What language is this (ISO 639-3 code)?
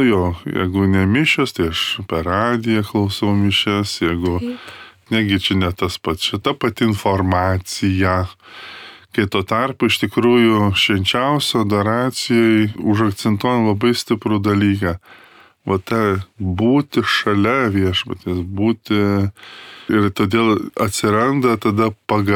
lit